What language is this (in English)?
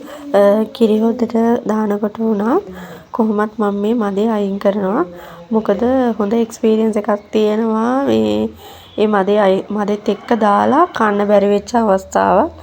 Sinhala